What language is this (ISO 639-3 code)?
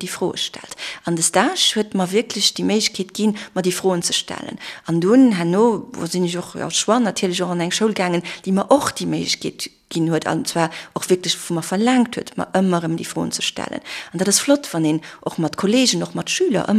ltz